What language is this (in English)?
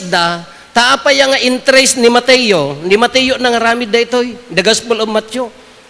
Iloko